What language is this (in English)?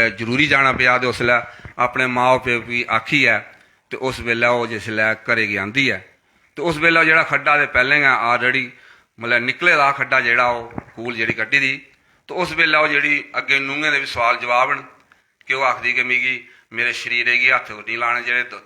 Dogri